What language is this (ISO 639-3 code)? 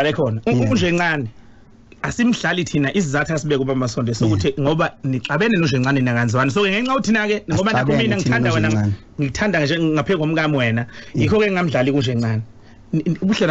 zul